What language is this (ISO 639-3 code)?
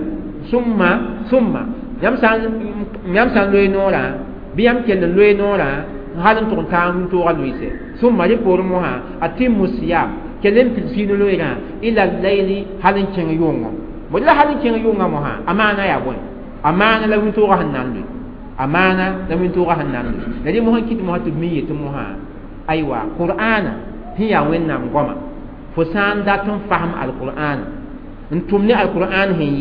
mos